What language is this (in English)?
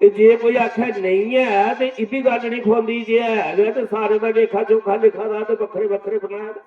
Dogri